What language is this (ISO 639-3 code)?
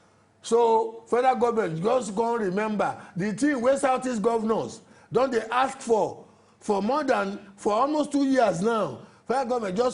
pcm